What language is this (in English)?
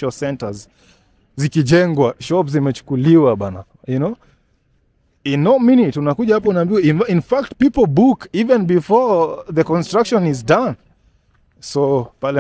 Swahili